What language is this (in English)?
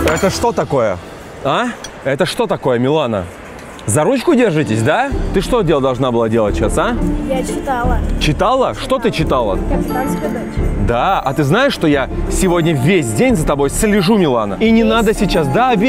Russian